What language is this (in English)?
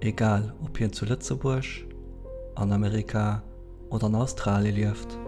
Luxembourgish